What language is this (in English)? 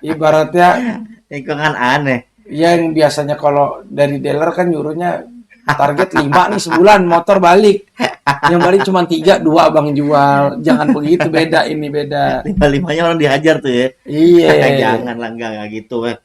Betawi